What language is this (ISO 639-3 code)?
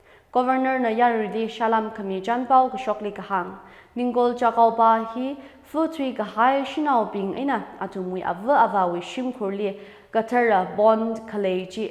nmf